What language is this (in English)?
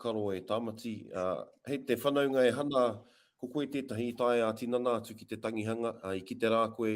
Māori